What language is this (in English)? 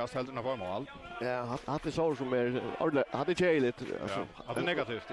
Faroese